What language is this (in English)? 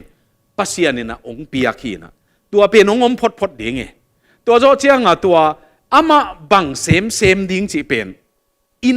Tedim Chin